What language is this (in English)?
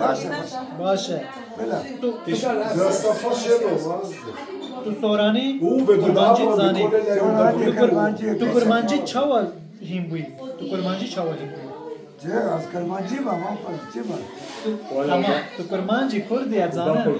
Kurdish